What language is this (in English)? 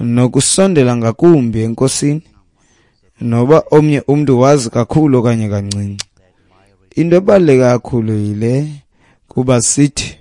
Xhosa